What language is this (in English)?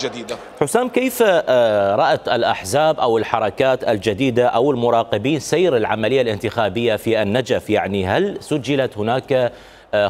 Mesopotamian Arabic